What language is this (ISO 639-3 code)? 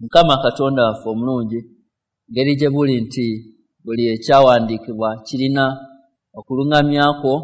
lug